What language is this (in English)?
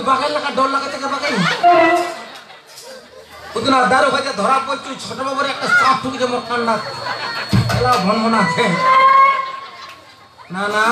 Rangpuri